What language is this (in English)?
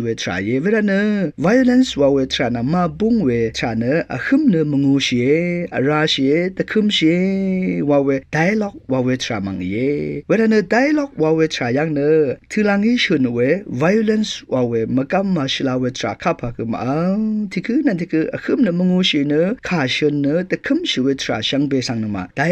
Rawang